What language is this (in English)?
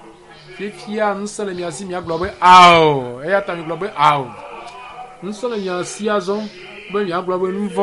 Ewe